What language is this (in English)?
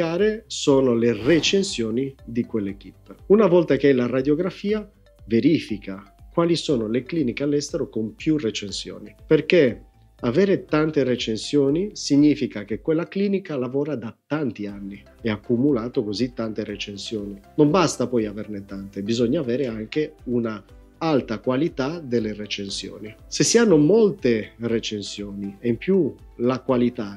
Italian